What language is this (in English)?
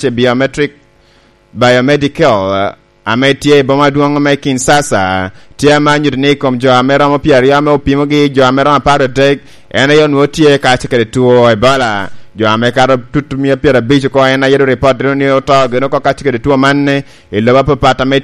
Lango (Uganda)